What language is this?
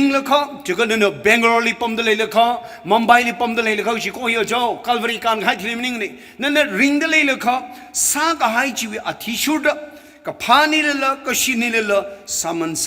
Tangkhul Naga (India)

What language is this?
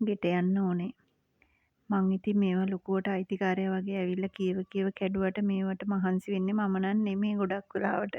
Sinhala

